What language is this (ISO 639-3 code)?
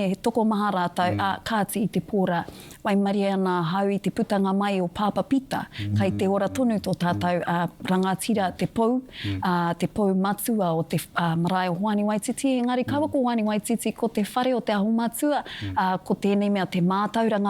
mri